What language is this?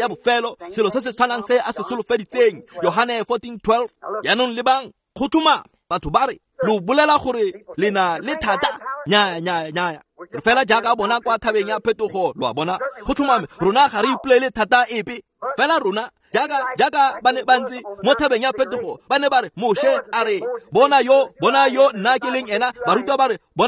Tswana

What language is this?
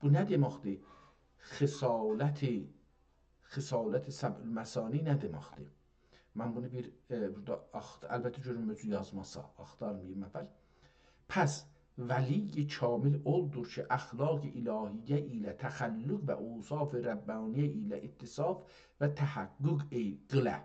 South Azerbaijani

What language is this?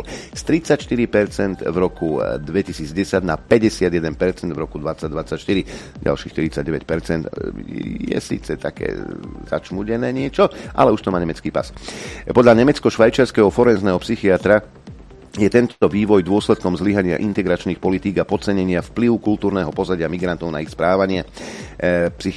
Slovak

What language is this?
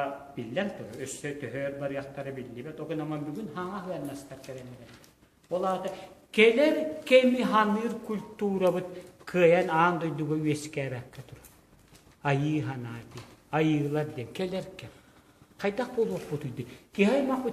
Yakut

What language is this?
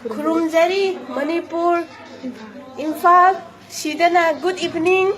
Manipuri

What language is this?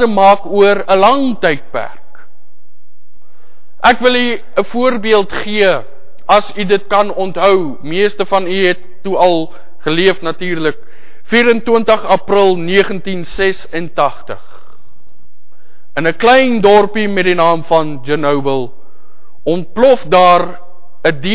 Afrikaans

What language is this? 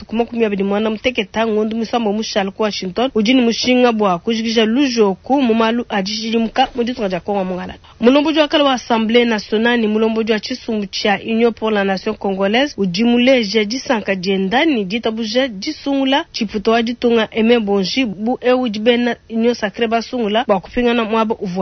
Luba-Lulua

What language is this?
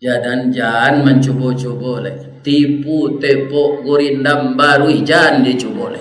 Minangkabau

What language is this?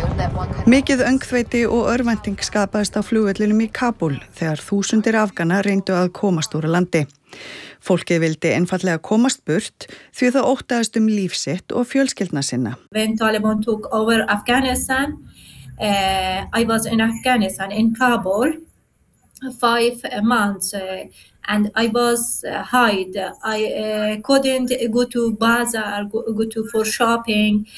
Icelandic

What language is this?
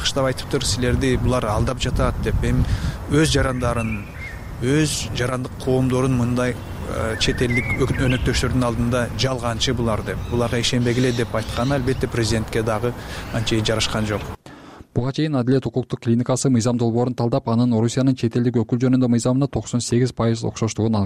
Kyrgyz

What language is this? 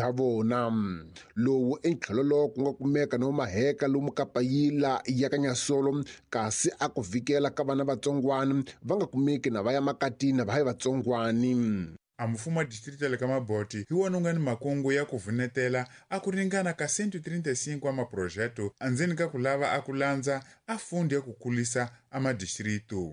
Tsonga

